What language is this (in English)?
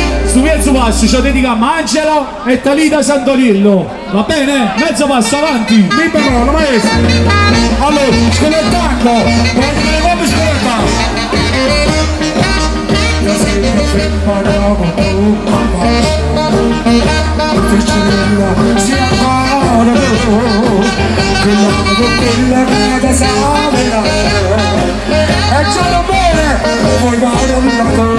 Italian